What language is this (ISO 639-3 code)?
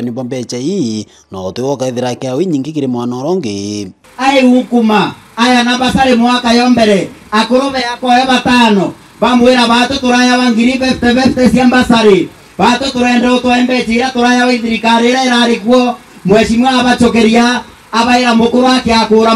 mer